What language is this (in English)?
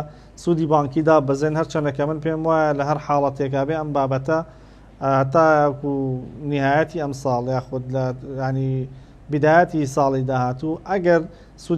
Central Kurdish